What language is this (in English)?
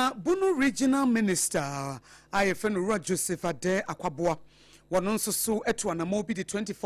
Akan